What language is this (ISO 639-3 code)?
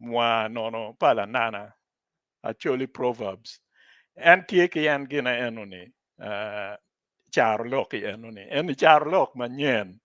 ach